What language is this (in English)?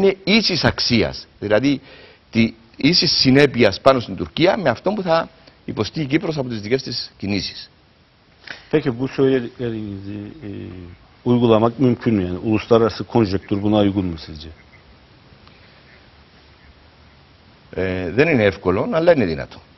Greek